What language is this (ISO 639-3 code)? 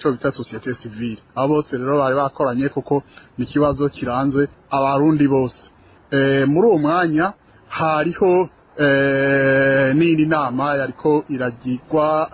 run